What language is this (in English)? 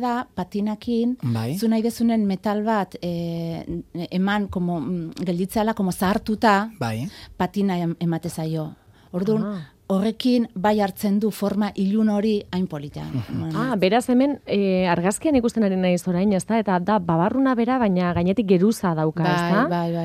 Basque